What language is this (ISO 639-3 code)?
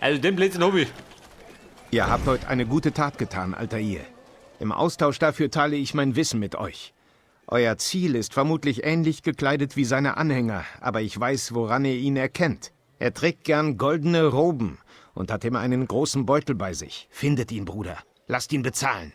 bar